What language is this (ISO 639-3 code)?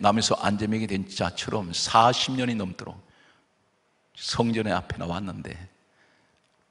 kor